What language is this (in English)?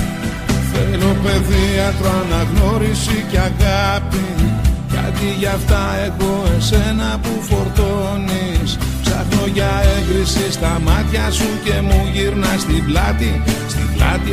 Greek